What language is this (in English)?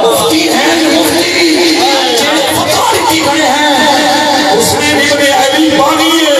Saraiki